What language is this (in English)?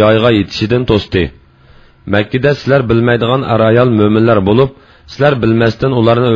Uyghur